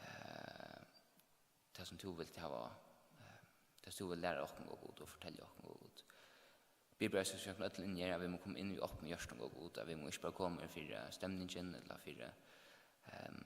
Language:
Faroese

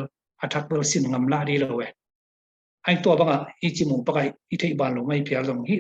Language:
Tedim Chin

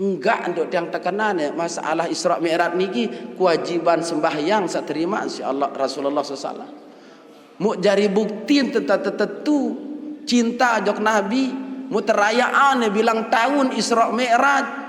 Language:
Sasak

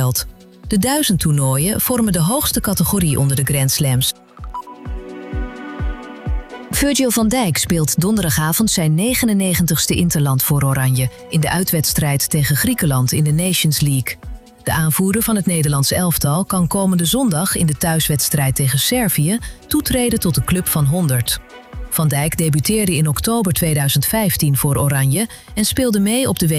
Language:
Dutch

